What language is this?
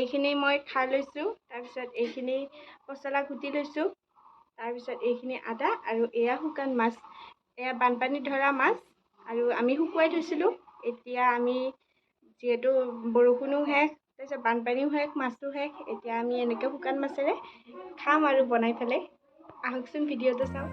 Assamese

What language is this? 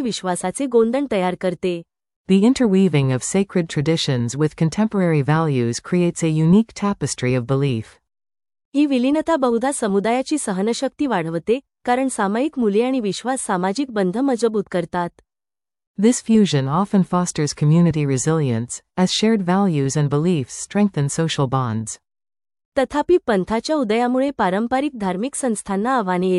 Marathi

